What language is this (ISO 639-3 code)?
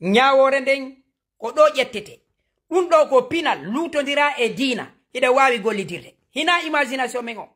ful